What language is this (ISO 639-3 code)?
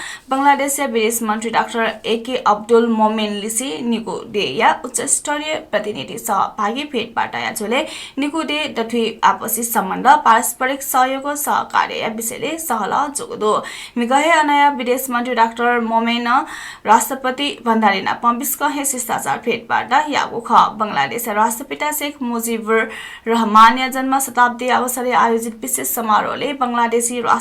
new